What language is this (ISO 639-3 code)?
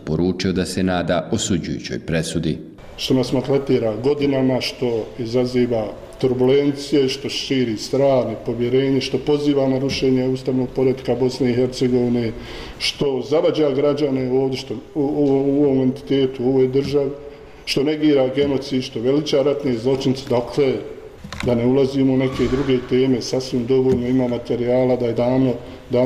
bos